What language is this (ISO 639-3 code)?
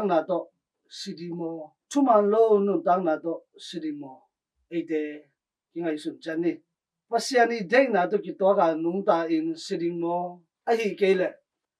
ctd